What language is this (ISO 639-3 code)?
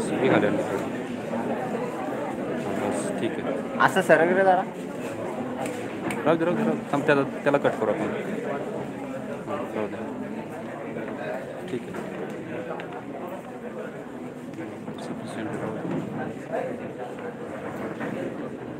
mar